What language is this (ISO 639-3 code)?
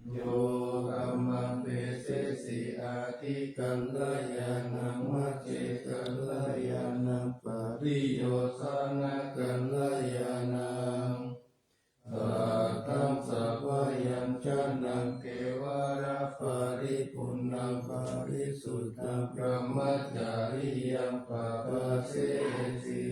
pli